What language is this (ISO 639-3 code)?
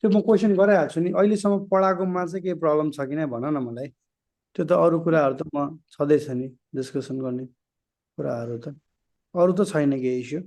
nep